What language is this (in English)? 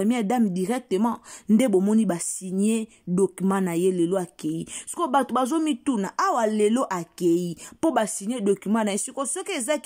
Lingala